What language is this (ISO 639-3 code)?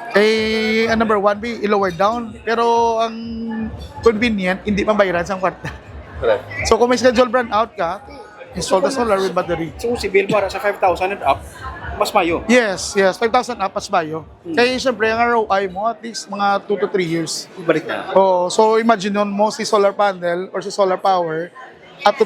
hil